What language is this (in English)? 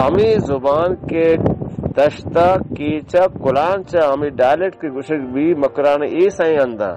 Baluchi